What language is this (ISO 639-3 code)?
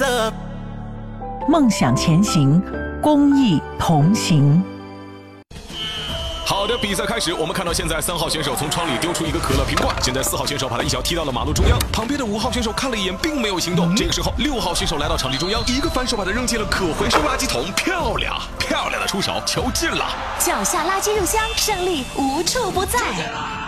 zho